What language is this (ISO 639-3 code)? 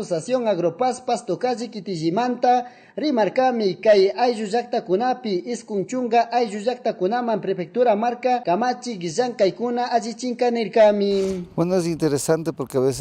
qug